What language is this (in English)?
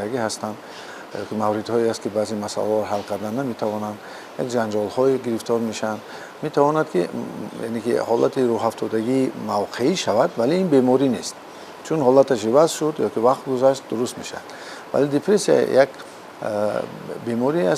Tajik